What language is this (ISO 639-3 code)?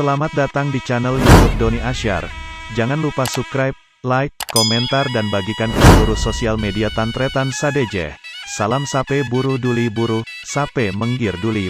mad